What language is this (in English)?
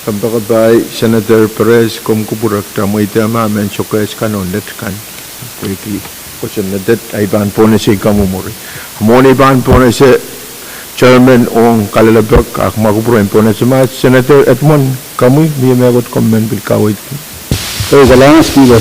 Pohnpeian